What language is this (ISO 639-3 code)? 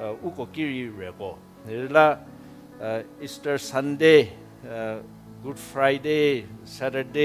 njm